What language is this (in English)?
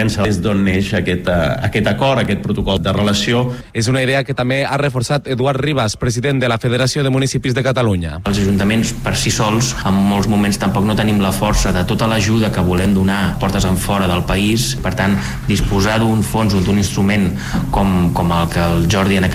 Catalan